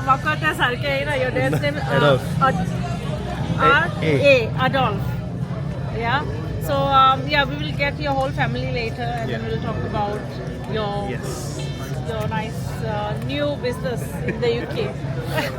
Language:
Konkani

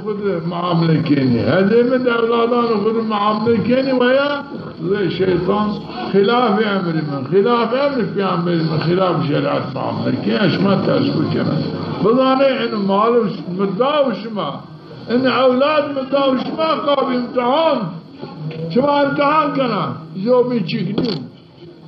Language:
Zaza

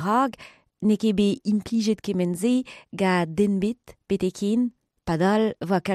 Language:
Breton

